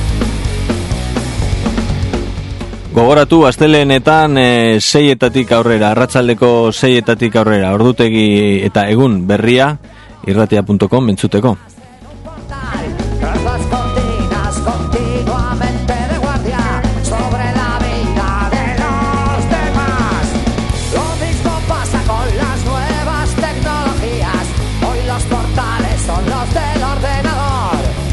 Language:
Basque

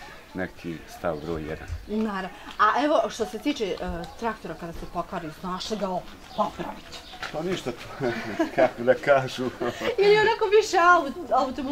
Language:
Bosnian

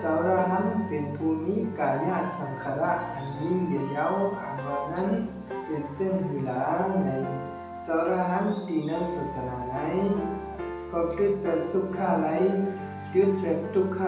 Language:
Shan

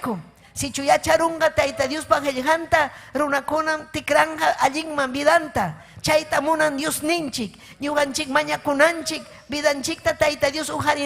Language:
Ayacucho Quechua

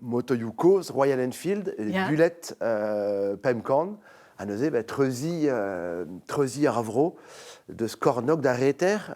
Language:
Breton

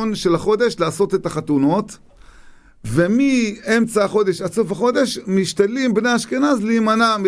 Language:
Hebrew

